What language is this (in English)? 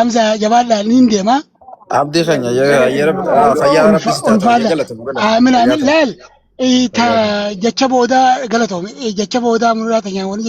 Oromo